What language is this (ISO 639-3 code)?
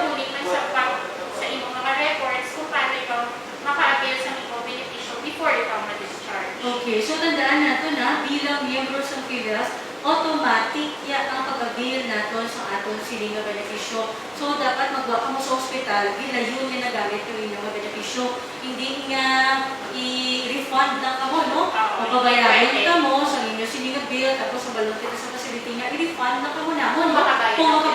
hil